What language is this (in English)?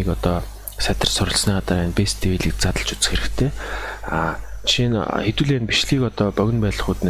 Mongolian